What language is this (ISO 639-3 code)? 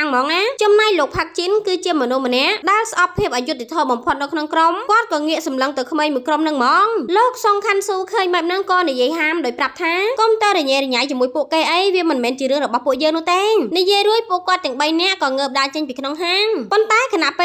khm